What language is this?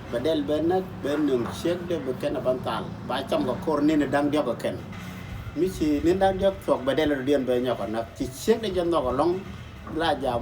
Nuer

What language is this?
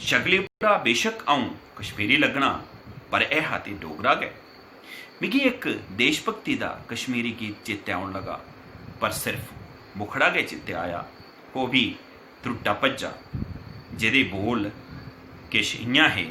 Dogri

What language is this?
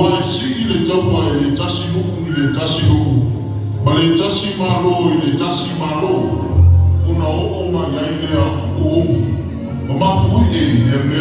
Samoan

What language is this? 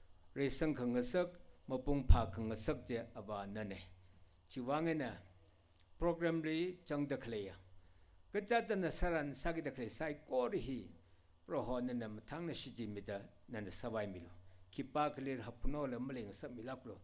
Tangkhul Naga (India)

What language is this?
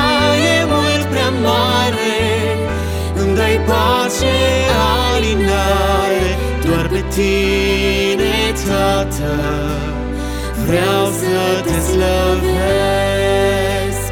Romanian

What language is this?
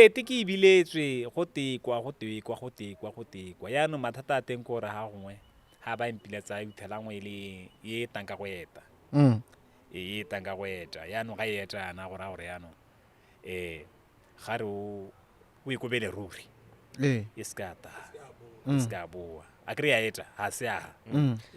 Tswana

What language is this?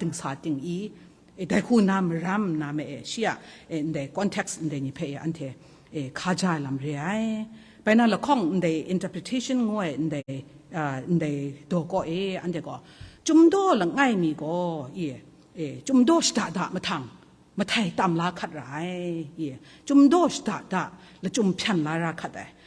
Kachin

